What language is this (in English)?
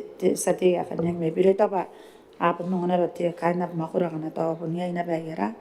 Gilbertese